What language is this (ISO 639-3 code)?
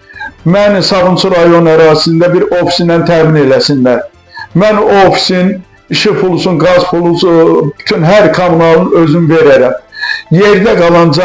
aze